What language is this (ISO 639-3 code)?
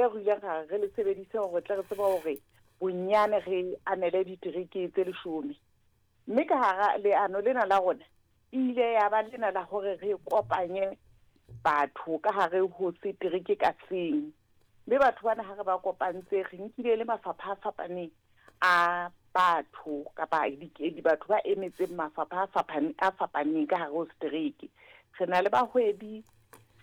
sot